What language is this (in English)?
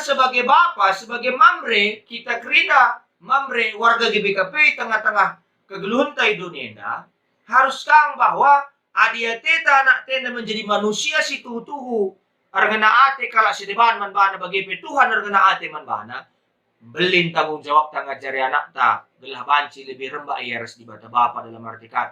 Batak Karo